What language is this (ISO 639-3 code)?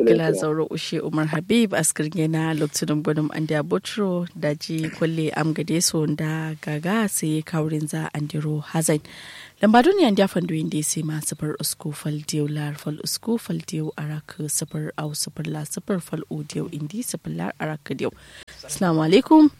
kau